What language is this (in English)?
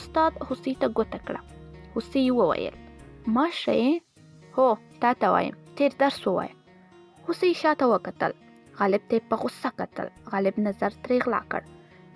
Pashto